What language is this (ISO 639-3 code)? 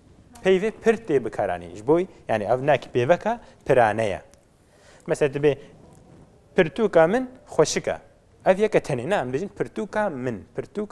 kur